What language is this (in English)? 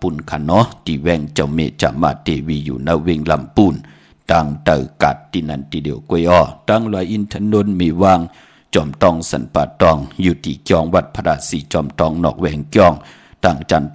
Shan